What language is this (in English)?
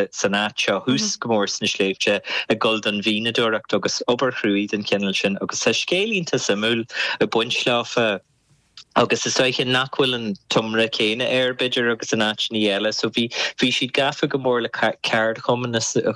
Irish